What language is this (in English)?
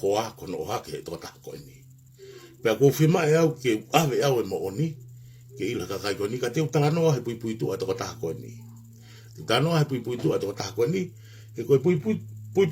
Tongan